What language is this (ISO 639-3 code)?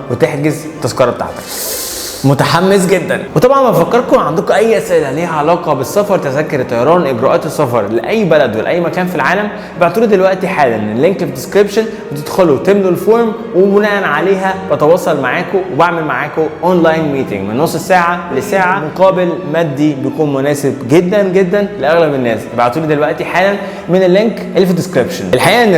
arz